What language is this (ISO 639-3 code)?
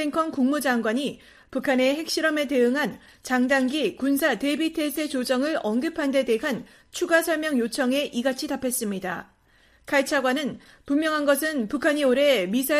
kor